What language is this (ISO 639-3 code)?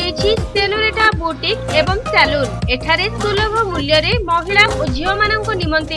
ori